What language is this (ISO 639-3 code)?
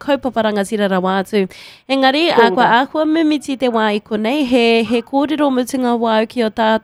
mri